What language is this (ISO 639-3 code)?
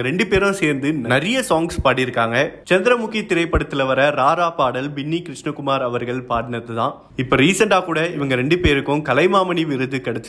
tam